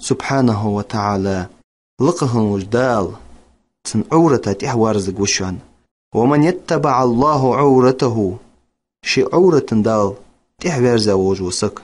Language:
Ingush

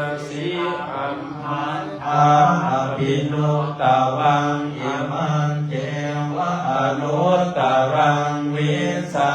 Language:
Pali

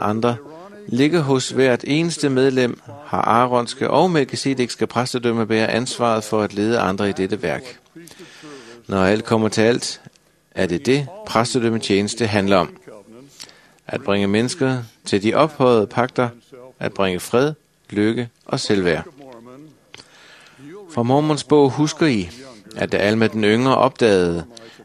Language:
Danish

